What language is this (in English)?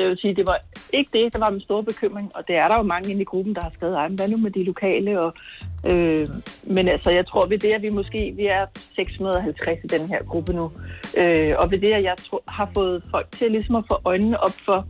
Danish